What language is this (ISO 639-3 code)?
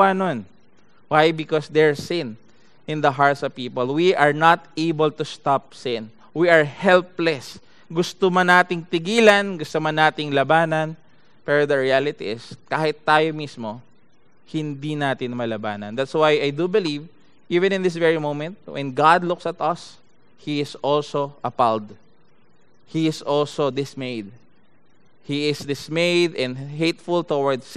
fil